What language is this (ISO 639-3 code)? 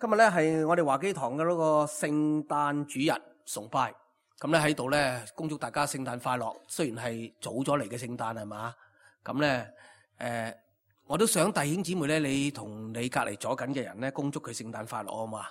yue